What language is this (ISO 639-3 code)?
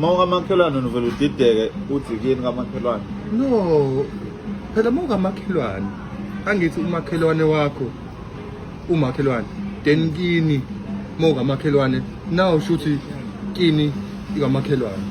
zul